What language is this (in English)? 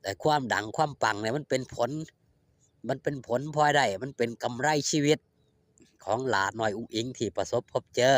Lao